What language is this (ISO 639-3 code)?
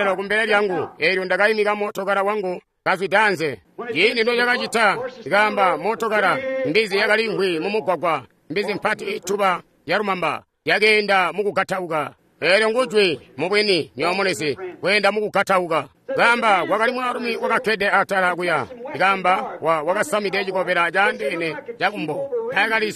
toi